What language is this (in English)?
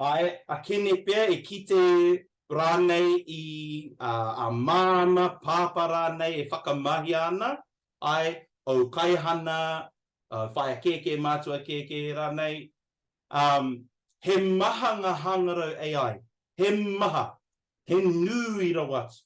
Māori